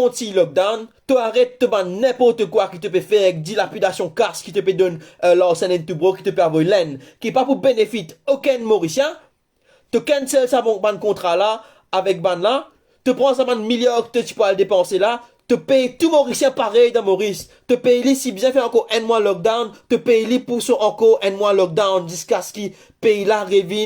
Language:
Morisyen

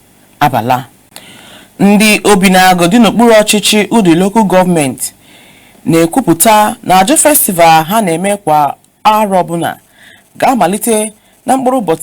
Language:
Igbo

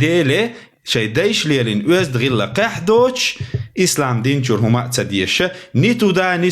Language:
Chechen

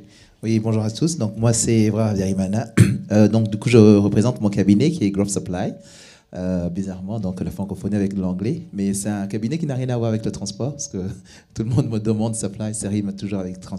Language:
French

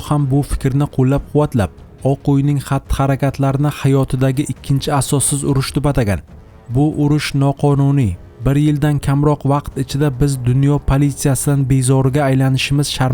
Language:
Uzbek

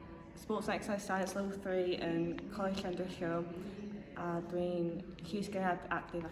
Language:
Welsh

